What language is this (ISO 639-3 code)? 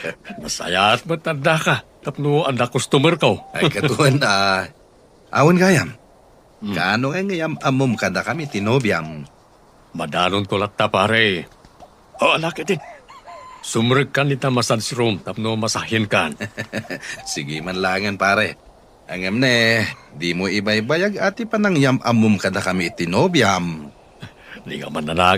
ilo